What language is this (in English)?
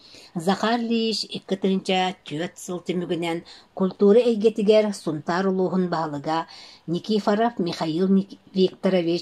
Yakut